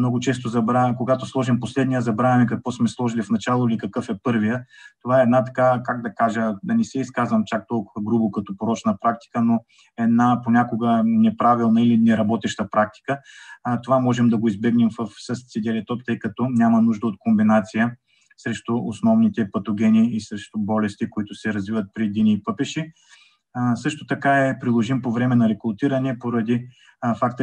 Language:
Bulgarian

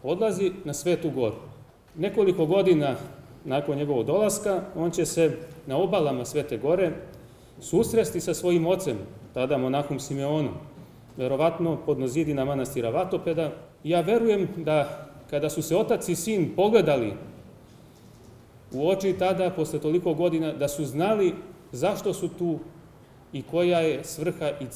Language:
Serbian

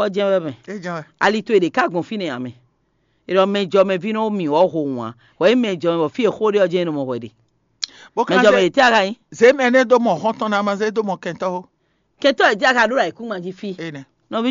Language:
Fon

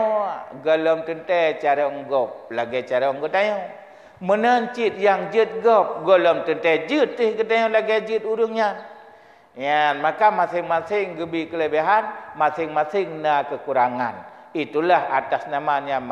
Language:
Achinese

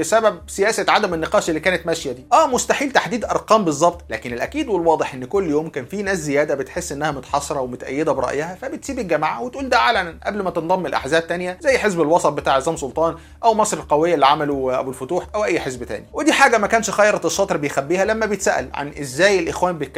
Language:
Egyptian Arabic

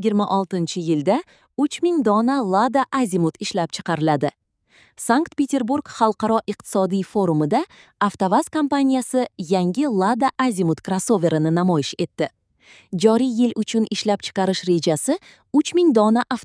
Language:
Uzbek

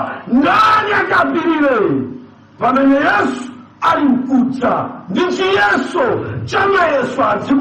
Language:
Nyanja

